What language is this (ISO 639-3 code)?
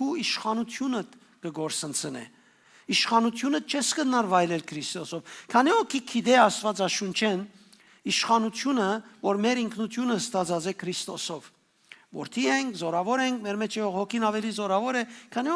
hyw